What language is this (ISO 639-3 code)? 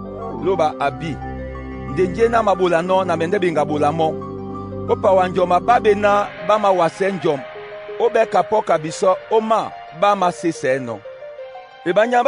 dua